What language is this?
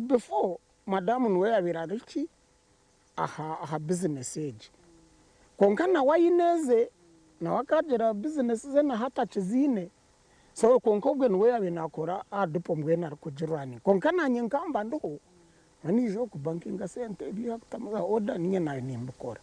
Nyankole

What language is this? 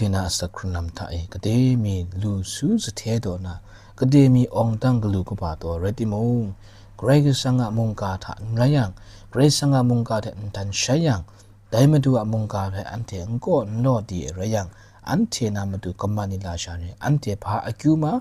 Kachin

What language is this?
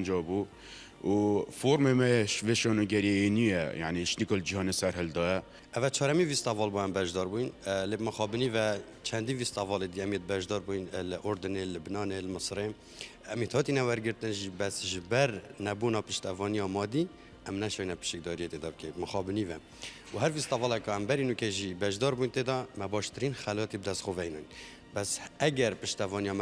Kurdish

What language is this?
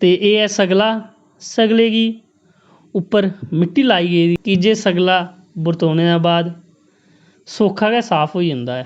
Dogri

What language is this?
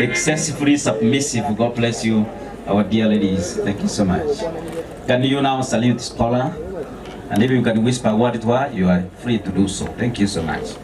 Gusii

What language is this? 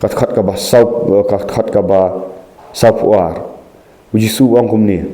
Khasi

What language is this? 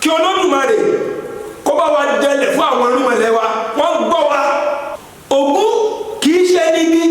Yoruba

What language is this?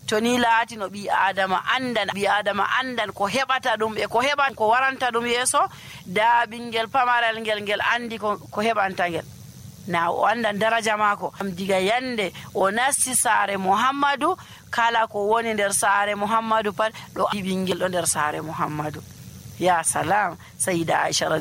Nigerian Fulfulde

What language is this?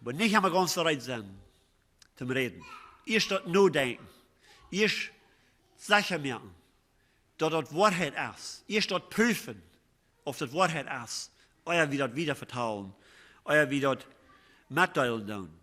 Plautdietsch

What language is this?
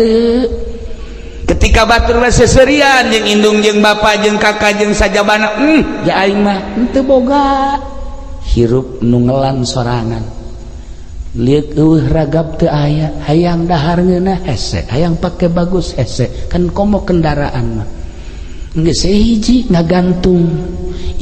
Sundanese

